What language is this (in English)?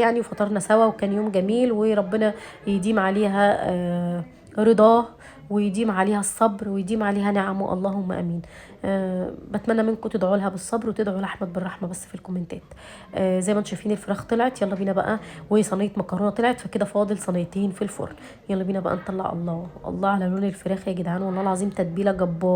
Egyptian Arabic